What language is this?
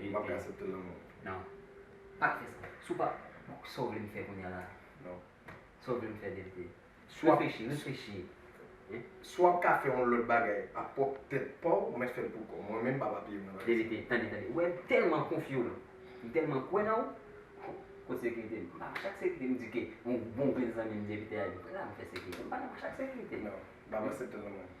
Haitian Creole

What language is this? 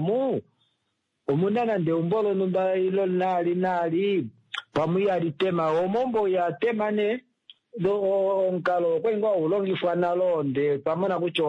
Kuanyama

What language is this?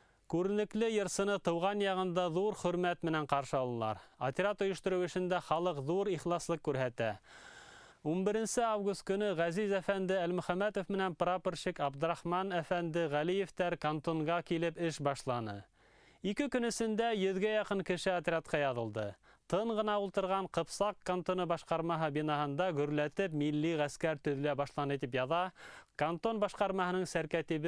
Bashkir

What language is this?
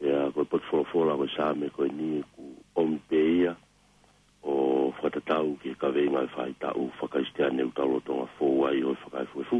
Tongan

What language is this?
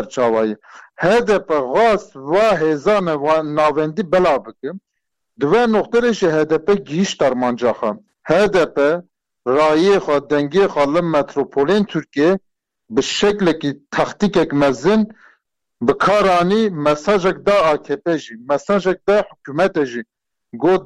Kurdish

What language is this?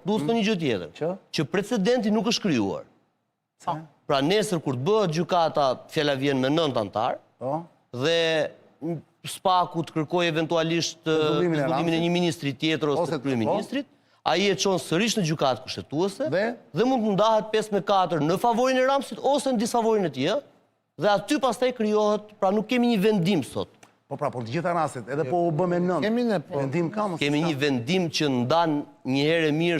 Albanian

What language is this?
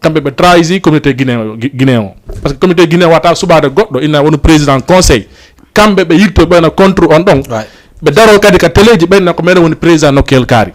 Fula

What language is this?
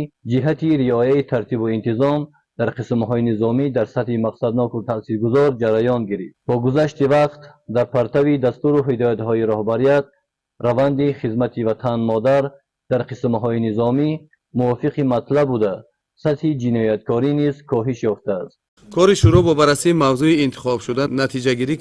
Tajik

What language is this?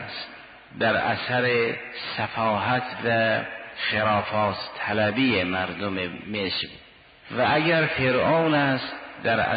Persian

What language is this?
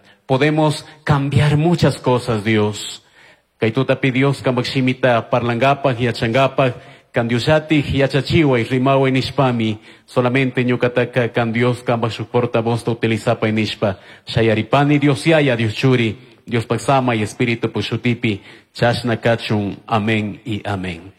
Chimborazo Highland Quichua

